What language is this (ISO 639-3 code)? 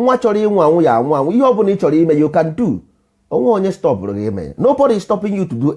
ibo